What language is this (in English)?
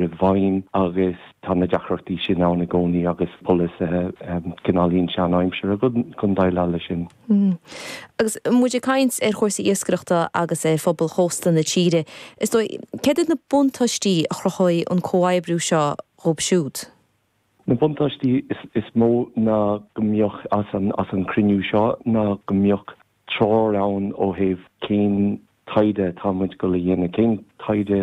Irish